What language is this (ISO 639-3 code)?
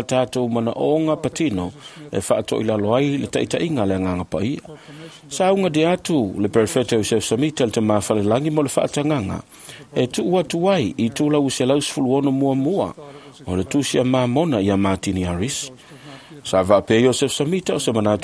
smo